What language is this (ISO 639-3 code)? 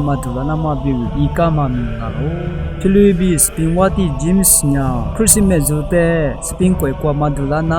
lis